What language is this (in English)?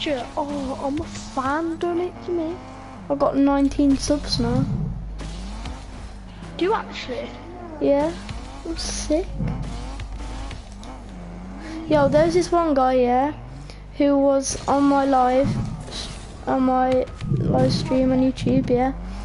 English